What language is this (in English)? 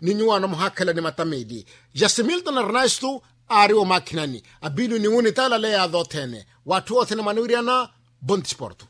Makhuwa